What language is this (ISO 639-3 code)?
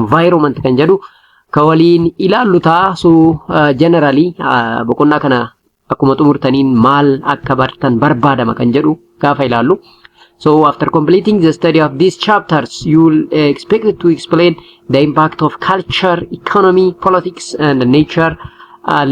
orm